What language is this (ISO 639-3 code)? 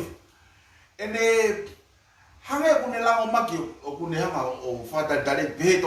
ton